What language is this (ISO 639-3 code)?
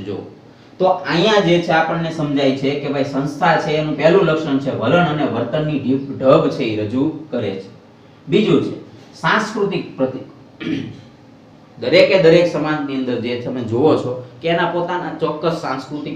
guj